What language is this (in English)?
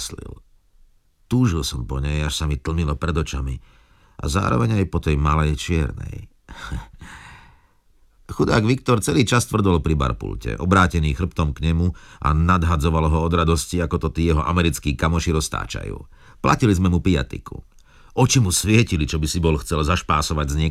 Slovak